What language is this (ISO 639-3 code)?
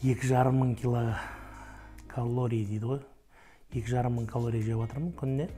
kaz